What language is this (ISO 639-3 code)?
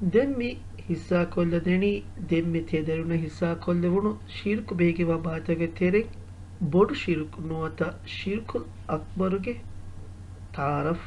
div